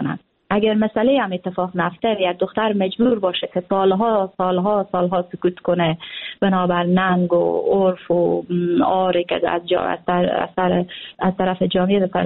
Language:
Persian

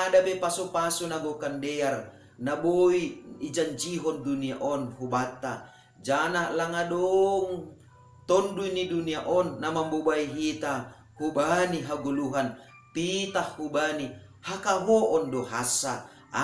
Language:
Batak Simalungun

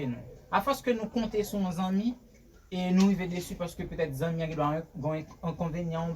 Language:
Haitian Creole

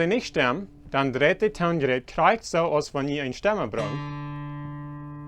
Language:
Plautdietsch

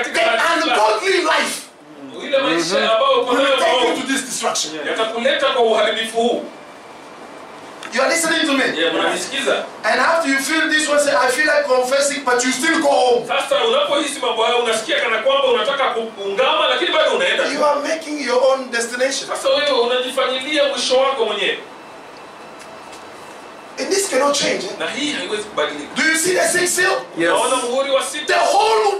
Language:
Swahili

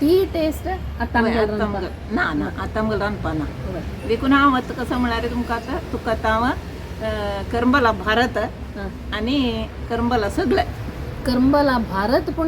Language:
Konkani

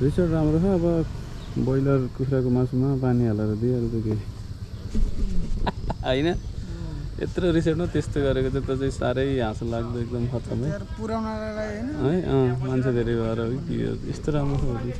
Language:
Nepali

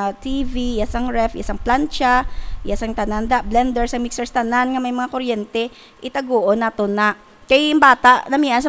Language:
Hiligaynon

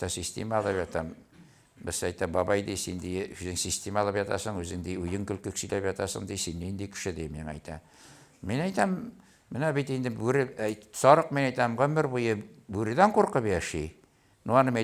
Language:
Tatar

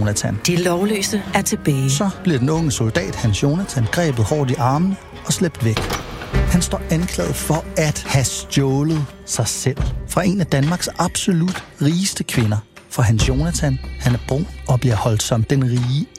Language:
Danish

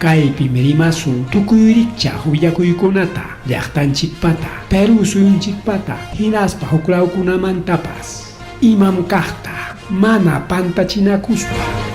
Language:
Ayacucho Quechua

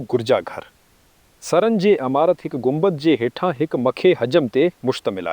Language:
Sindhi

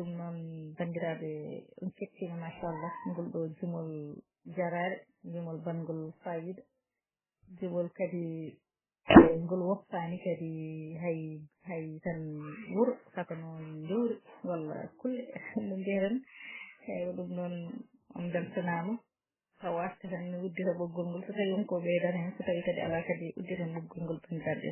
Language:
Fula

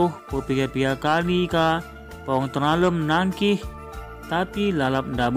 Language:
Batak Karo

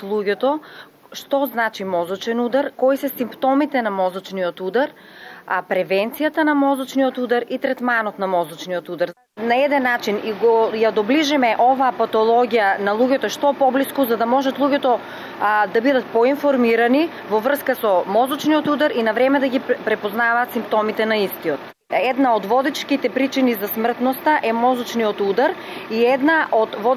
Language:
Macedonian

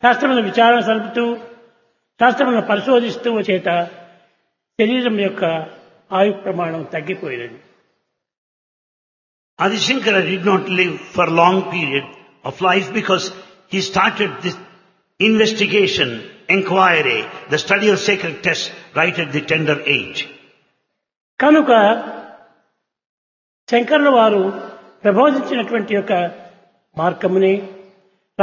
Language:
Telugu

